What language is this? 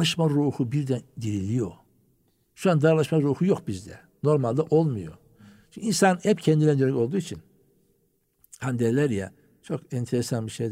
Turkish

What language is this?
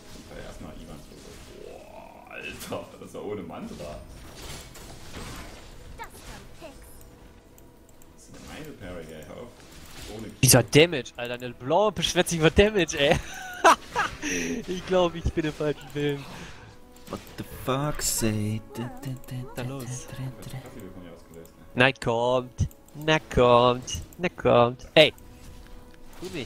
German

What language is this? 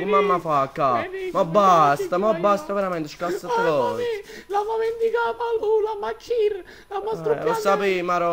Neapolitan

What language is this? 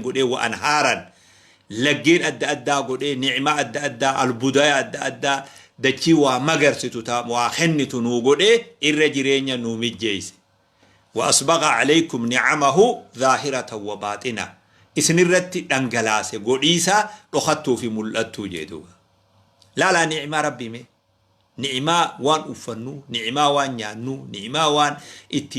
Oromo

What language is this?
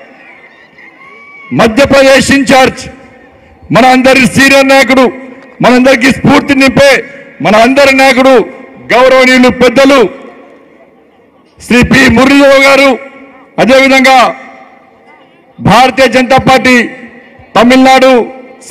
Telugu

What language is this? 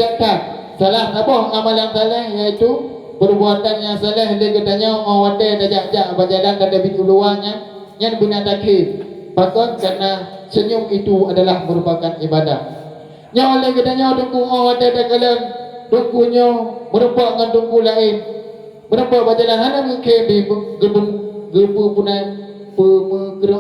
Achinese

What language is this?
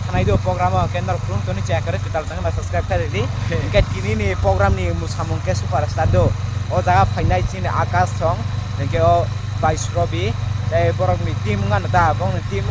Kok Borok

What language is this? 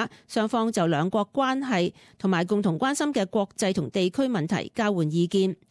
Cantonese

